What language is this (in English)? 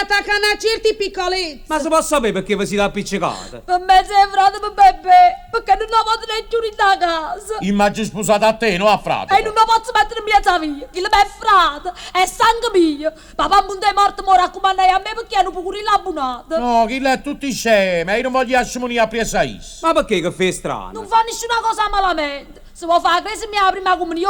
Neapolitan